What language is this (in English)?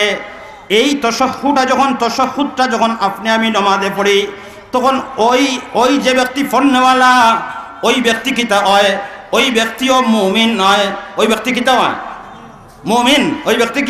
Sylheti